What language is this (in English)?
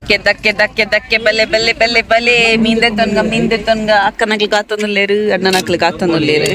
Tulu